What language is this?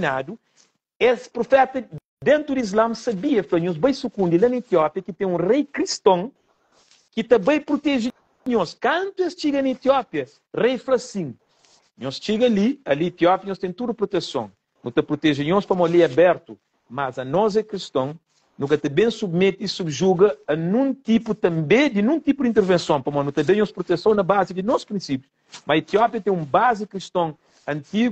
Kabuverdianu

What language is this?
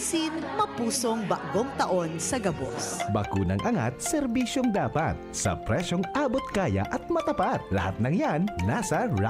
Bikol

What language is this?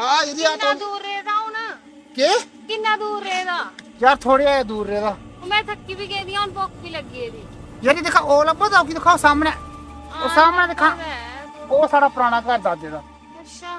Dogri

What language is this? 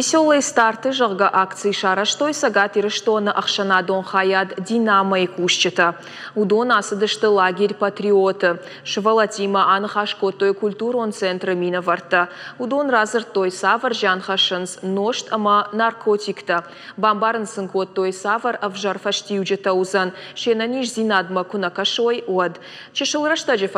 Ossetic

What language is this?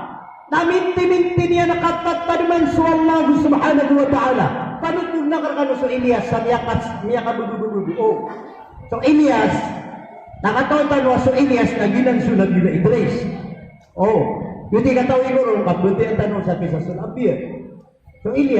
Maranao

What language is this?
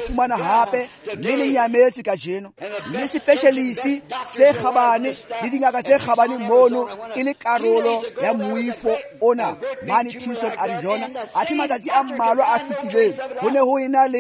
Tswana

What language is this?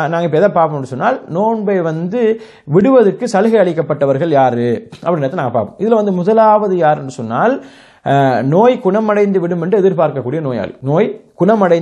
Tamil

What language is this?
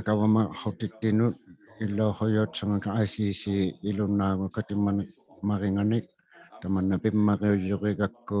Inuktitut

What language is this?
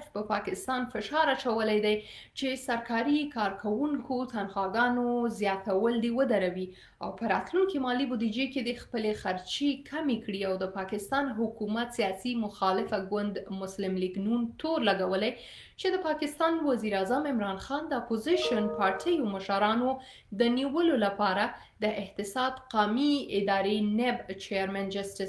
Pashto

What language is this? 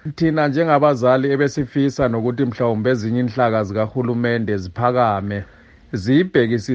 North Ndebele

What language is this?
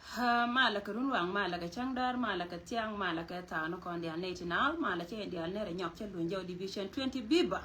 Nuer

